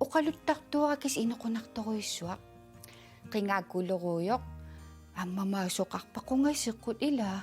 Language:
Kalaallisut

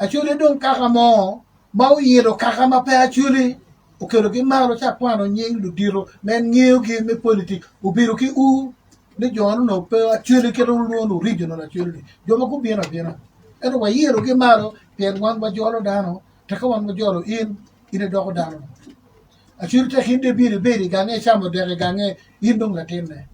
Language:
Acoli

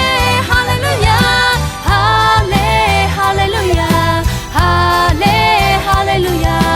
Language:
Lahu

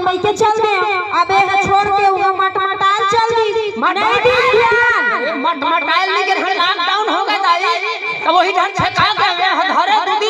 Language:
Chhattisgarhi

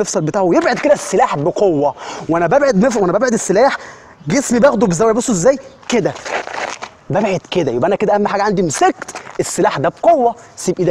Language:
Egyptian Arabic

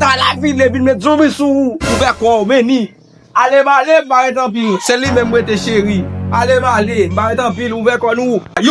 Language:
Haitian Creole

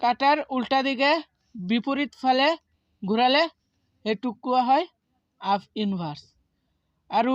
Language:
Assamese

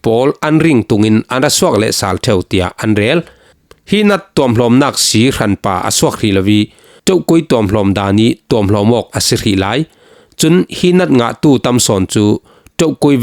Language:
Falam Chin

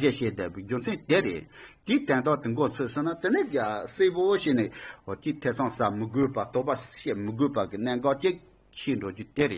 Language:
Tibetan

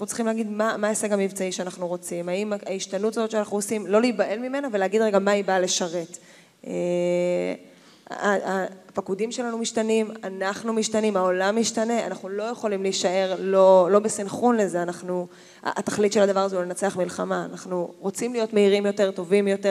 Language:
Hebrew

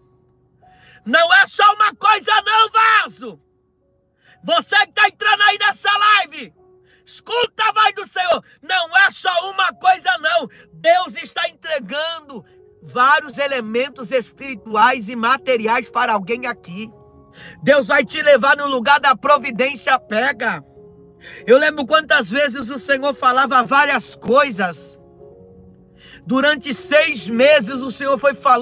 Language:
Portuguese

